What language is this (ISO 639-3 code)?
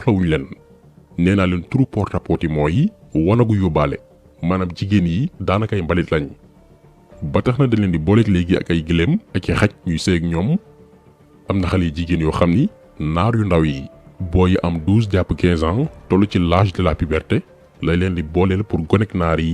wol